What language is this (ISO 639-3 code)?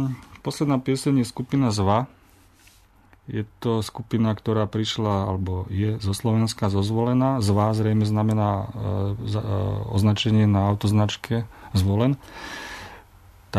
slk